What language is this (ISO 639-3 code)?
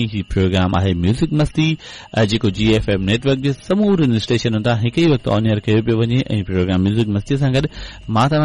snd